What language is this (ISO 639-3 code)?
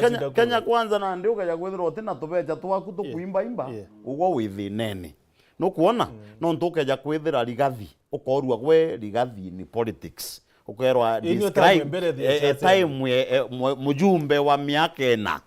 mer